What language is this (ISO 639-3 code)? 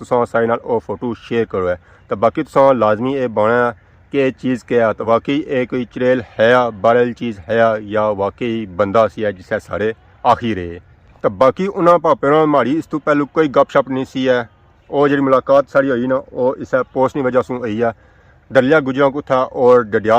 phr